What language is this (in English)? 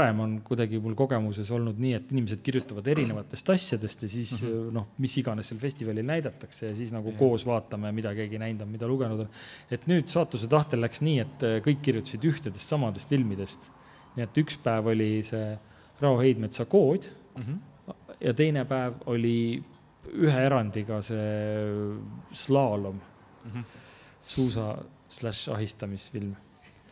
Estonian